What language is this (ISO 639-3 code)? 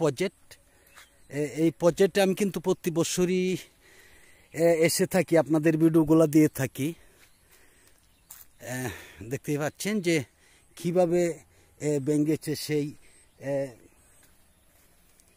ben